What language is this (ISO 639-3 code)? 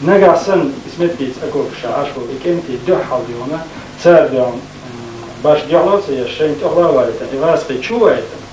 che